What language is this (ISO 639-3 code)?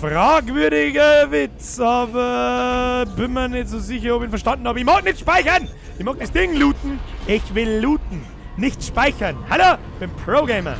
bar